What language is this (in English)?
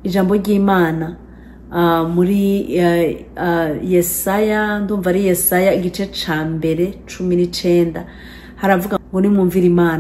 Rundi